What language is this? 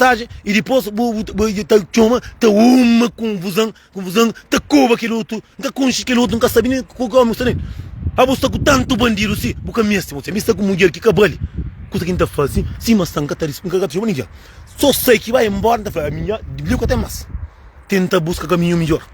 Kabuverdianu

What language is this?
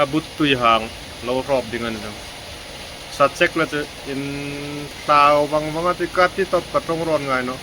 Hmar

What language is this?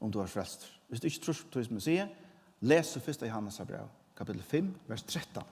Faroese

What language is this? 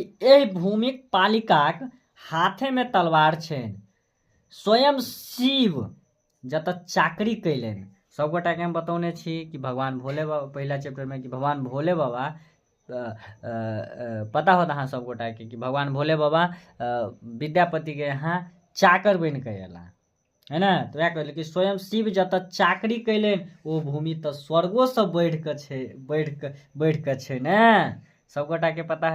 Maithili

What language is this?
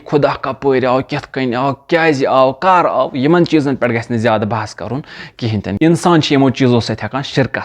Kashmiri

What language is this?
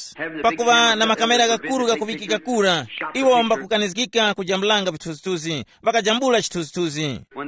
Tumbuka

